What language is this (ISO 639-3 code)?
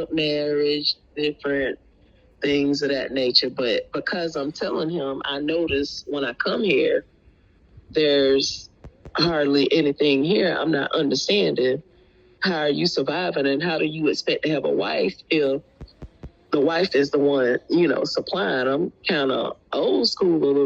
jam